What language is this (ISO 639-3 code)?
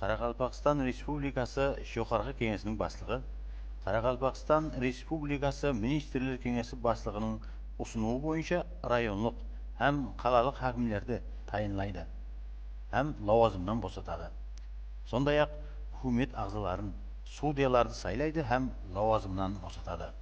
kaa